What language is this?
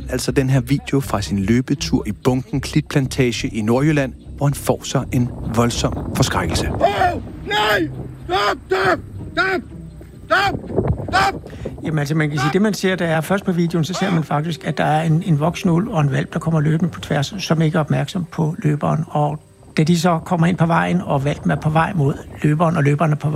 Danish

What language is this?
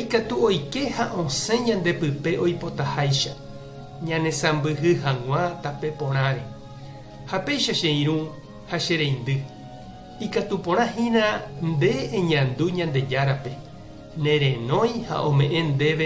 Guarani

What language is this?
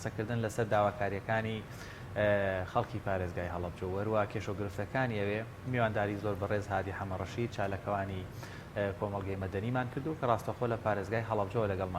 Central Kurdish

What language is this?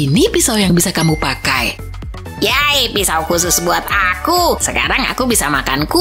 Indonesian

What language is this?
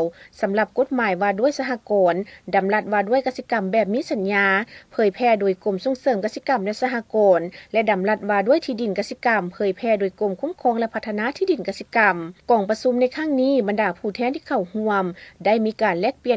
Lao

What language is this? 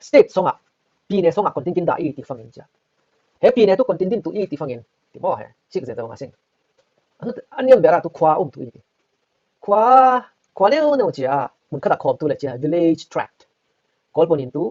Falam Chin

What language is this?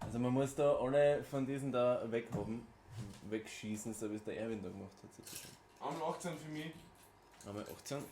Bavarian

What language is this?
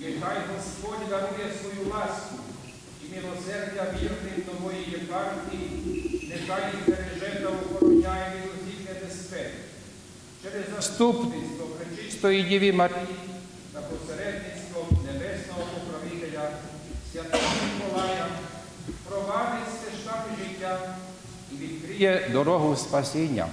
Rusyn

